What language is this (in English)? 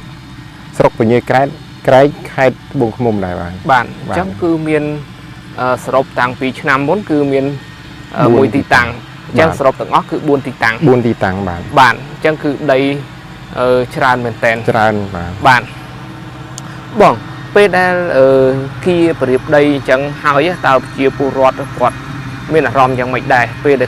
Khmer